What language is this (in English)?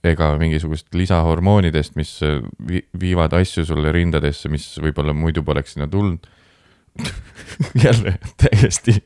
Estonian